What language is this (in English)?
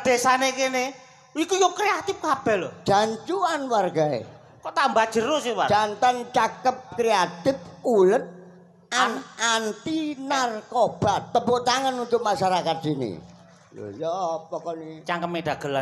Javanese